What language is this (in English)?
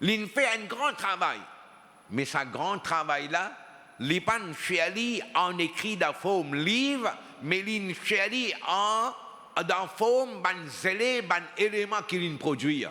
Morisyen